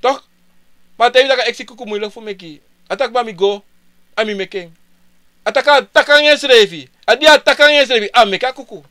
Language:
Sranan Tongo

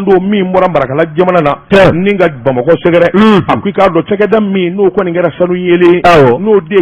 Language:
Bambara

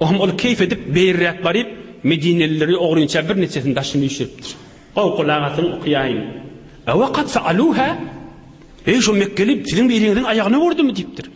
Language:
Turkmen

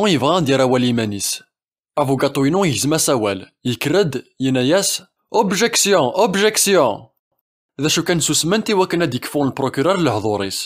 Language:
Kabyle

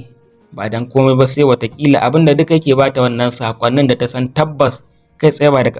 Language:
Hausa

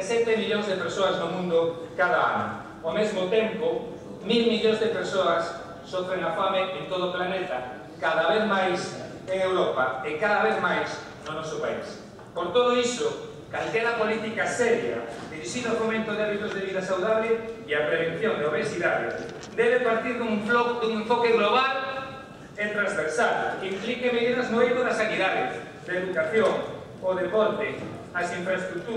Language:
Galician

